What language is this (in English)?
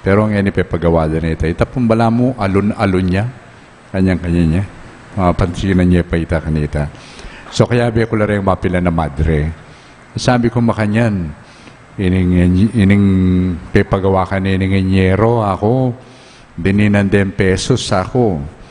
Pampanga